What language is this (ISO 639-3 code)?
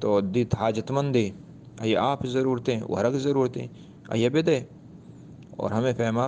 bgp